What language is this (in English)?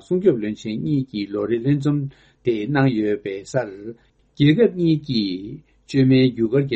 Tibetan